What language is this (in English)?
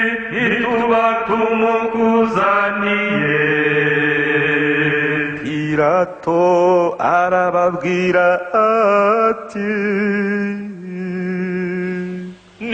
Kinyarwanda